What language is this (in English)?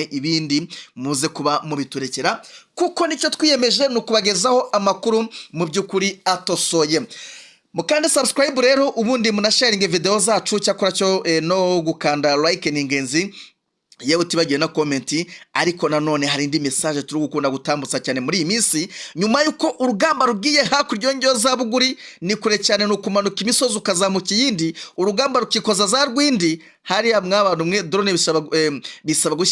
Kinyarwanda